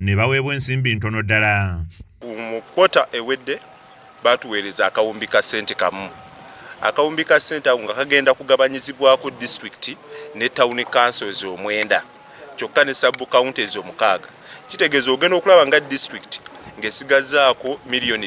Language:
Ganda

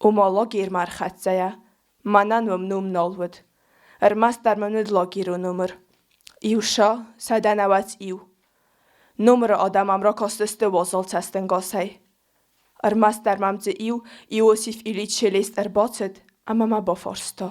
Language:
Ossetic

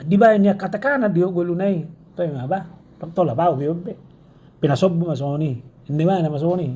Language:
Batak Toba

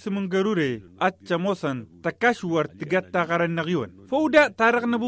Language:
Tamasheq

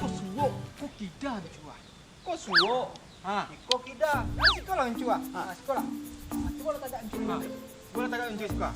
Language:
Minangkabau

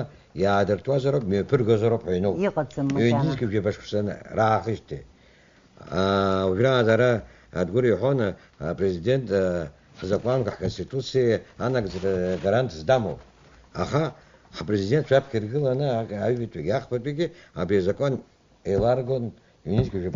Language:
Abkhazian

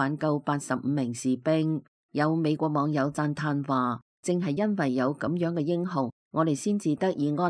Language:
Cantonese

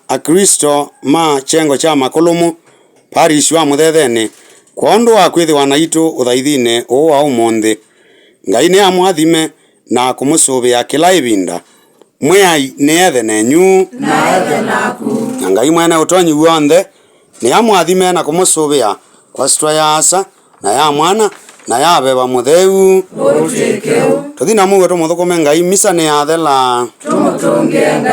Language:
Kamba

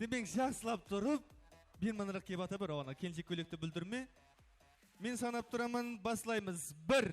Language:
Kara-Kalpak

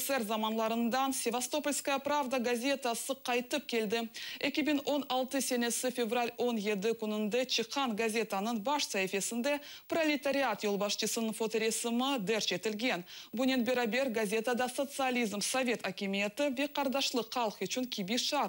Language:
Crimean Tatar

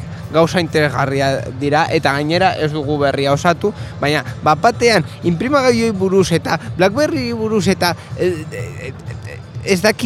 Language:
Basque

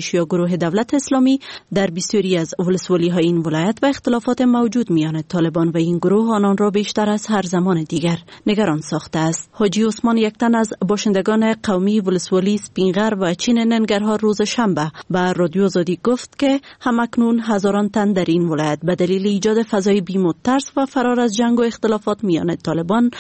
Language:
Persian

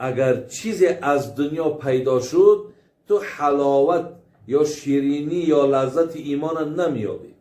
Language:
Tajik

